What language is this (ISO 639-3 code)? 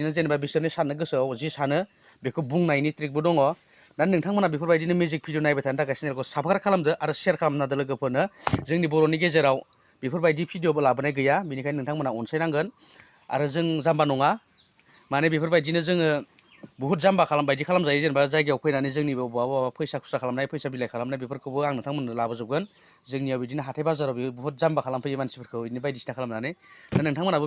brx